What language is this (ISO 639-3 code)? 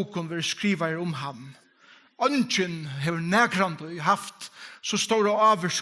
fao